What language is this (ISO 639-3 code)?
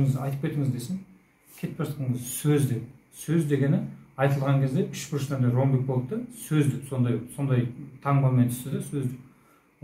kaz